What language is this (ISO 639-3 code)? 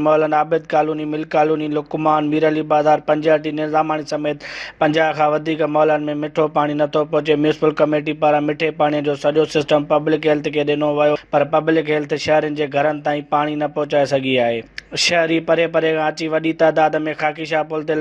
snd